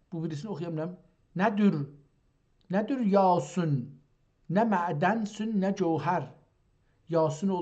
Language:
South Azerbaijani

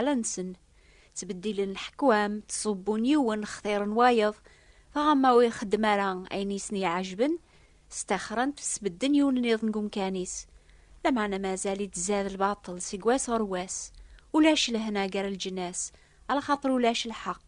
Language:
Kabyle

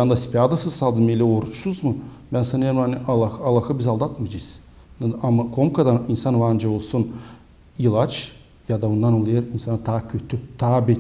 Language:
Gagauz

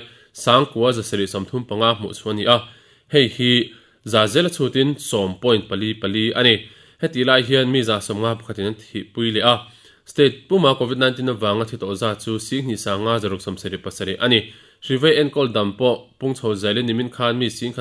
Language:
Mizo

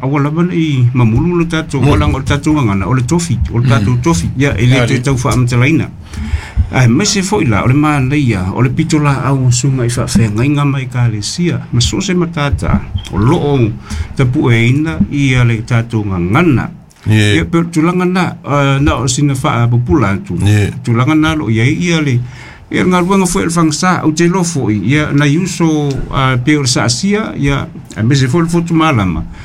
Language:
Samoan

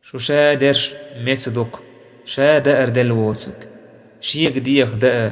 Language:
Chechen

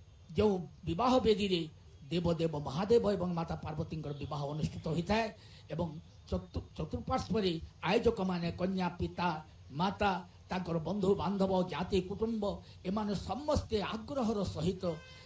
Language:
Odia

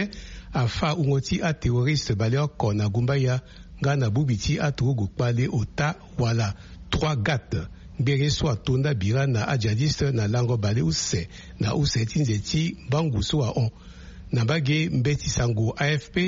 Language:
Sango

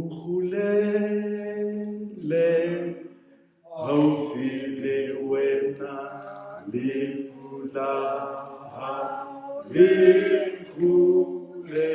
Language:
Southern Sotho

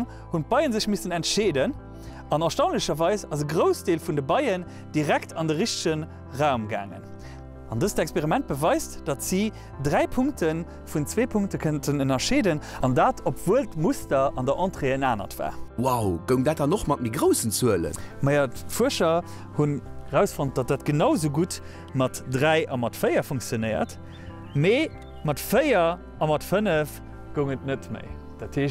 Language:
Luxembourgish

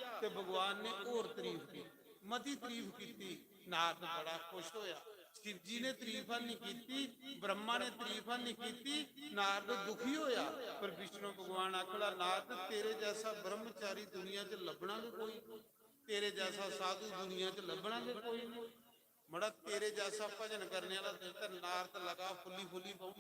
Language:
Dogri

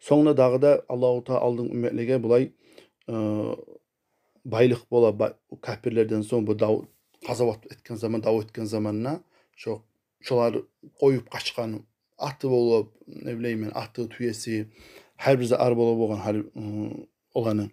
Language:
Kumyk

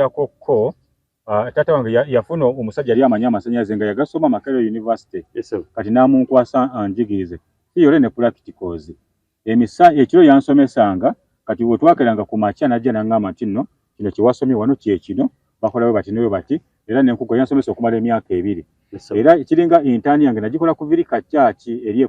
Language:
Ganda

